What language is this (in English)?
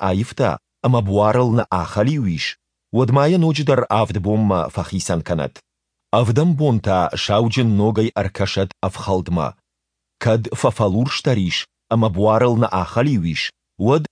Ossetic